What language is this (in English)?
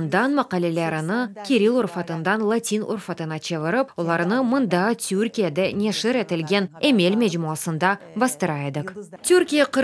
Crimean Tatar